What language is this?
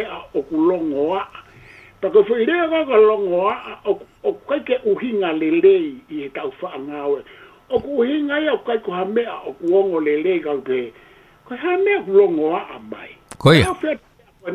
Tongan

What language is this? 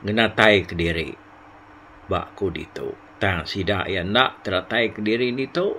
Iban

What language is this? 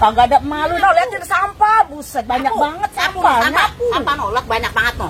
Betawi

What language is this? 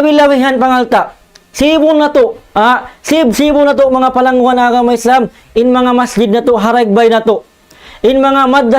Tausug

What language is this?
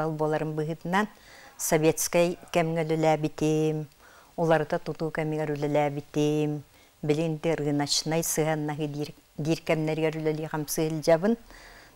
Yakut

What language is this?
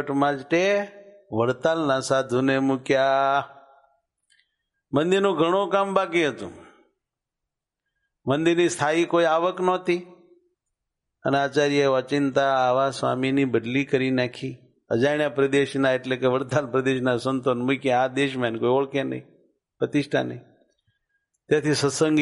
Gujarati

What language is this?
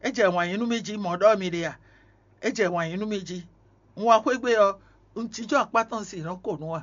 Fon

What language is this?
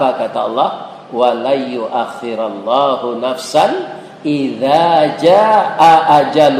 Minangkabau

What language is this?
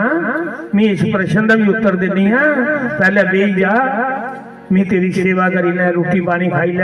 Dogri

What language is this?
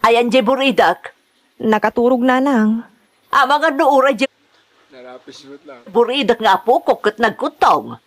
Iloko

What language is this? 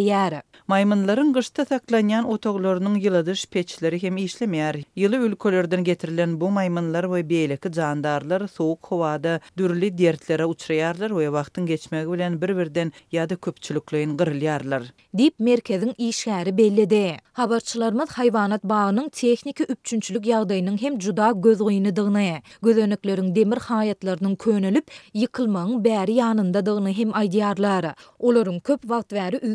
Turkmen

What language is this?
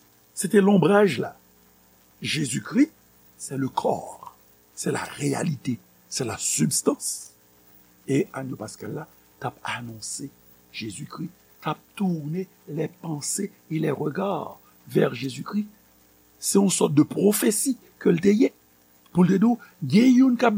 Haitian Creole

